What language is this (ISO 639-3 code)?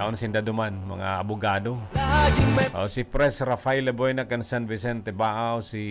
bik